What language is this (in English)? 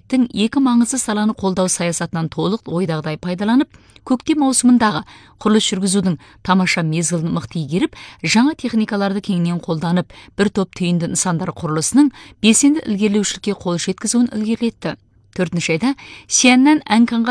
Kazakh